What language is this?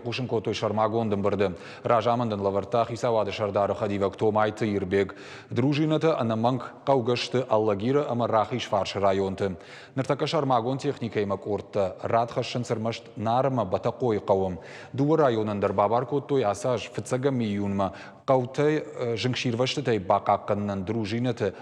Ossetic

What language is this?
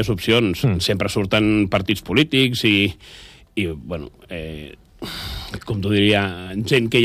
Catalan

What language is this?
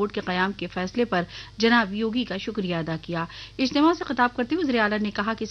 Urdu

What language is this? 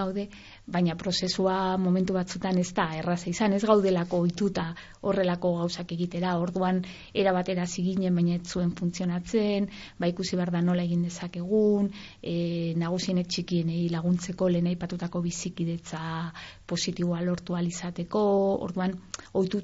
Basque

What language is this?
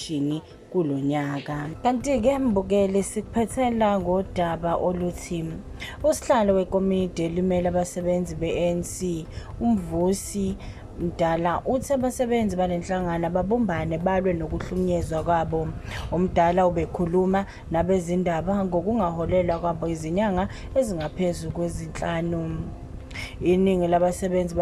Zulu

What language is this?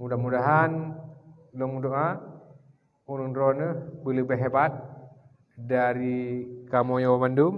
Achinese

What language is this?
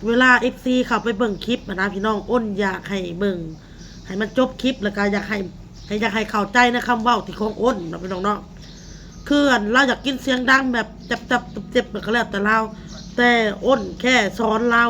Northeastern Thai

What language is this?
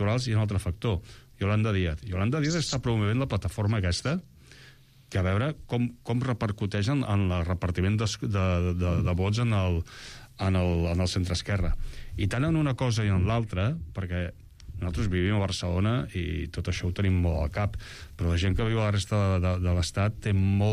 Catalan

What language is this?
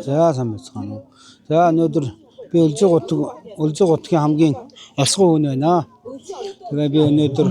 Mongolian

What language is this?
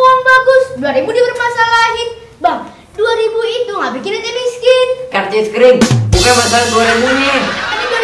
Betawi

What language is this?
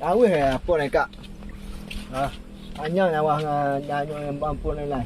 Minangkabau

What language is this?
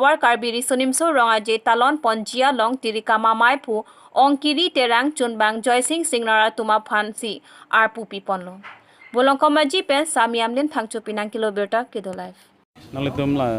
Karbi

